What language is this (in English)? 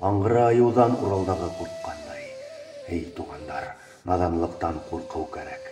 Bashkir